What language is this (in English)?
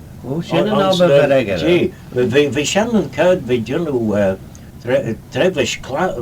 Manx